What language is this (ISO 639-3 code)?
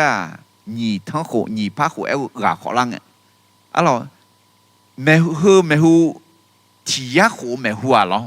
ahk